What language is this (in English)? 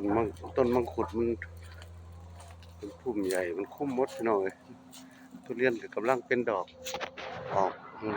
Northeastern Thai